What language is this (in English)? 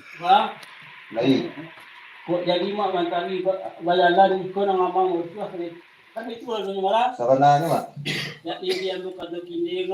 Minangkabau